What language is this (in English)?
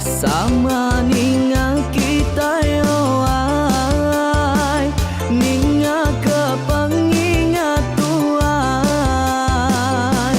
Iban